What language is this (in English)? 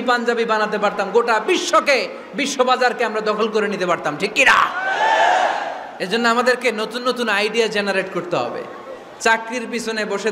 Bangla